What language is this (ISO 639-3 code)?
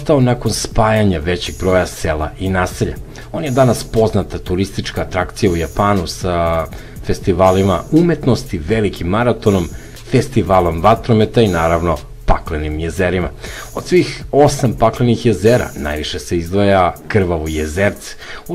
srp